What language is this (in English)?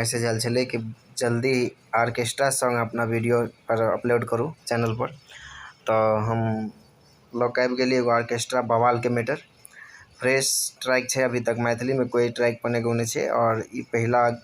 Maithili